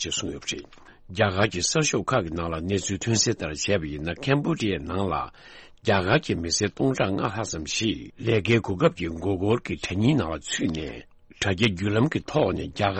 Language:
Tibetan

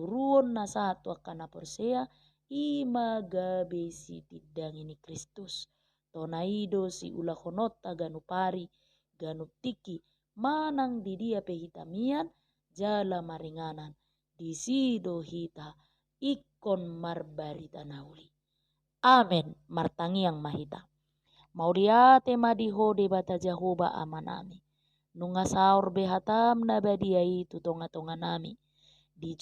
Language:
Batak Toba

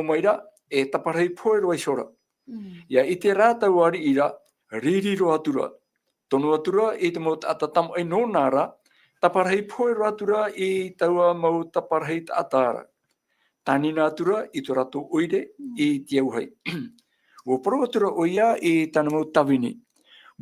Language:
Tahitian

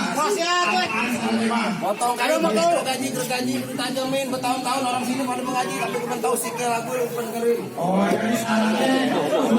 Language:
Betawi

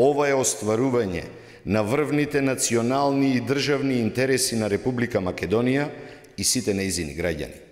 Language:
Macedonian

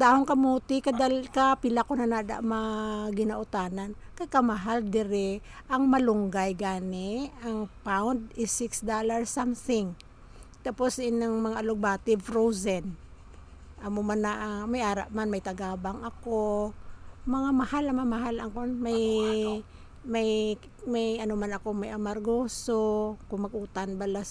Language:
Hiligaynon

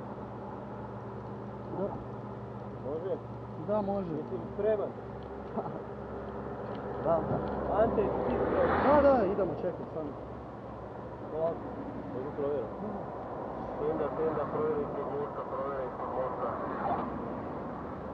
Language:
Croatian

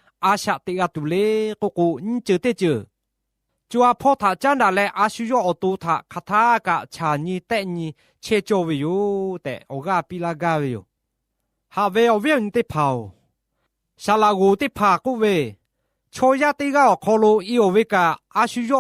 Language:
Lahu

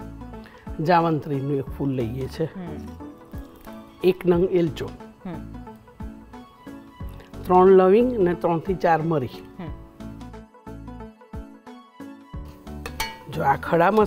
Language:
Gujarati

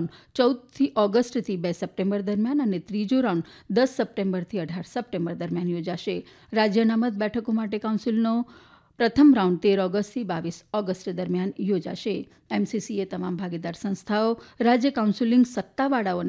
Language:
Gujarati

